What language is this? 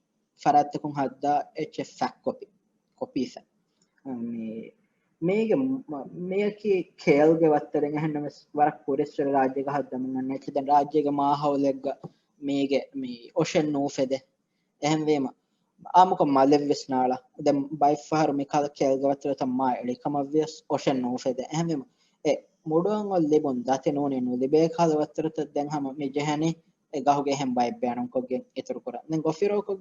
Divehi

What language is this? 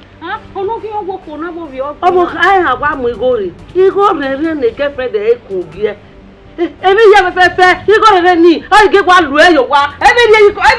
Bini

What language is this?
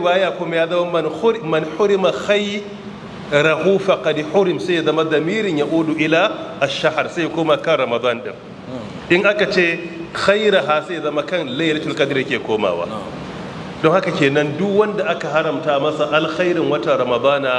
Hausa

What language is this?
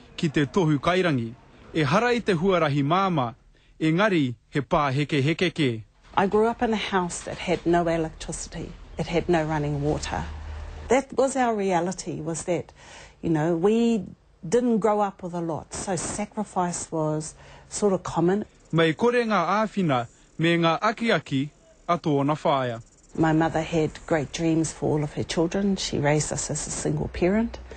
Māori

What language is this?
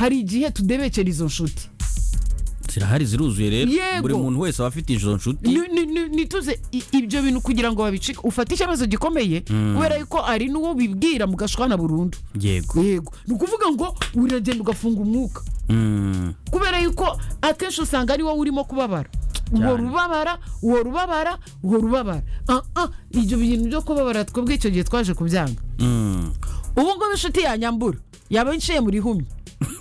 Kinyarwanda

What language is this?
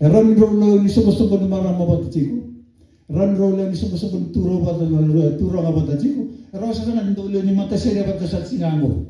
Fijian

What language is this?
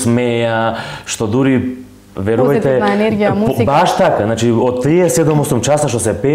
Macedonian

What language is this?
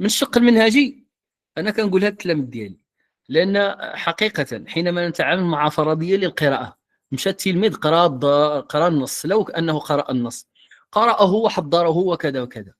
Moroccan Arabic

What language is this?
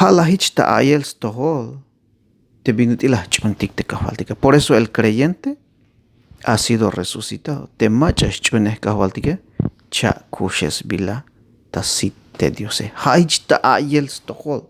Tzeltal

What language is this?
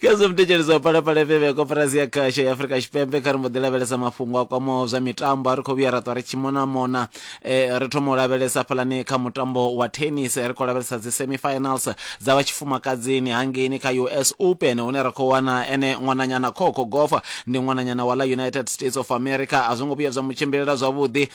Venda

